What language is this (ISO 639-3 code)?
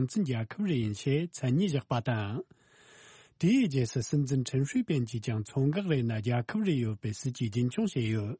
bod